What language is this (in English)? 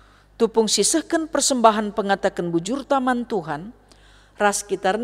Batak Karo